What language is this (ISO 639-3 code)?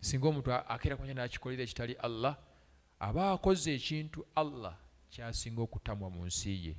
lug